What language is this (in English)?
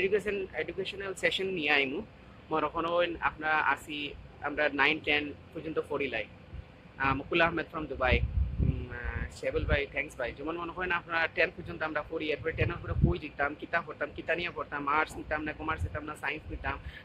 Sylheti